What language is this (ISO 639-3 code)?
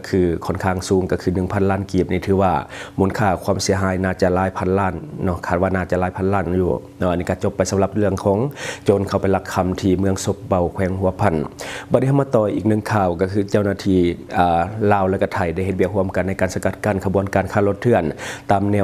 lao